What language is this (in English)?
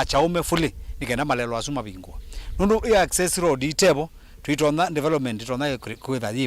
Kamba